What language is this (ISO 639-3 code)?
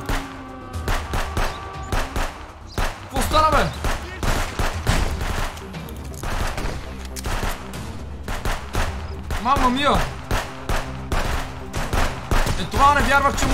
bul